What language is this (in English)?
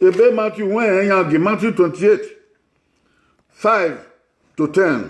Bini